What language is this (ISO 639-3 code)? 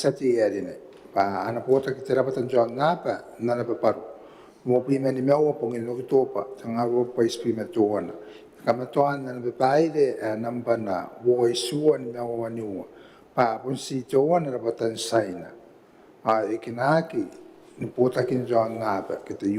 gil